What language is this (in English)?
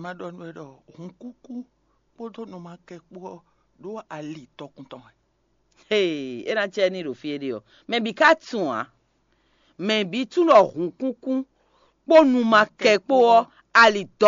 Fon